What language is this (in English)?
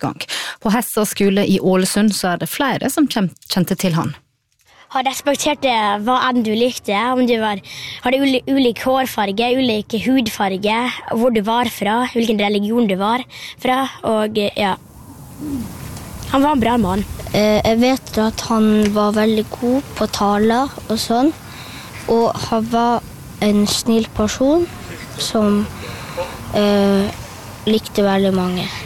Norwegian